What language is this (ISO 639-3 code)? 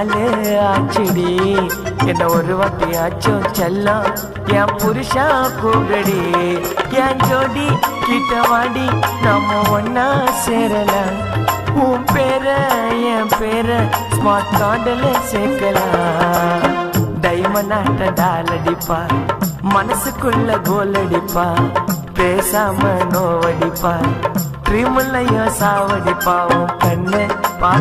tam